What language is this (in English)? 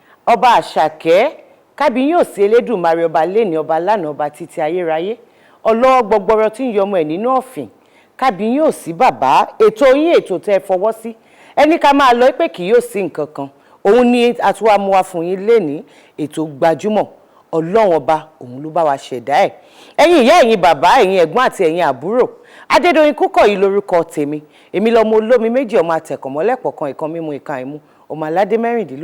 Yoruba